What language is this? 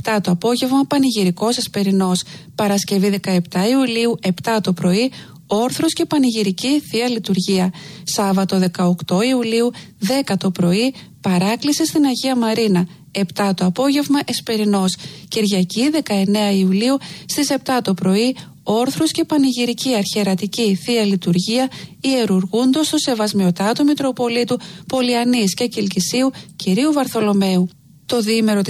Greek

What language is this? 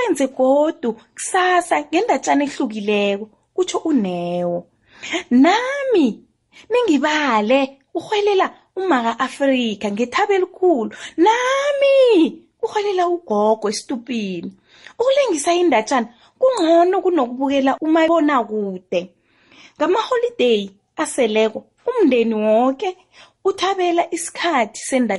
South Ndebele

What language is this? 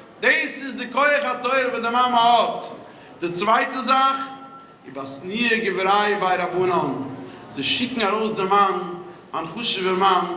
Yiddish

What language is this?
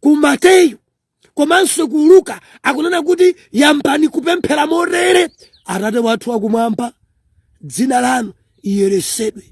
Nyanja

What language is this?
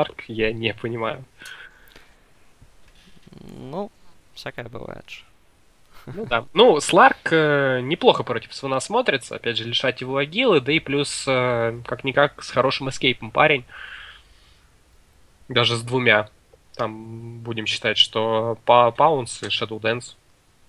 Russian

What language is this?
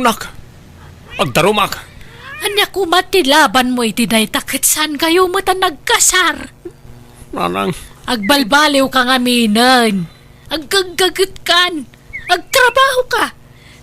Iloko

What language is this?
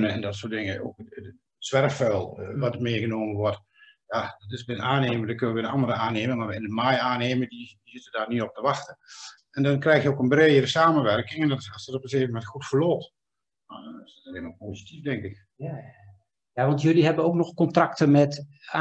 Dutch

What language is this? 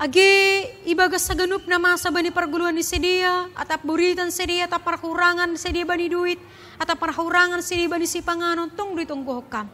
Batak Simalungun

